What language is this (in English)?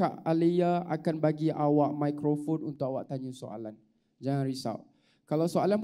Malay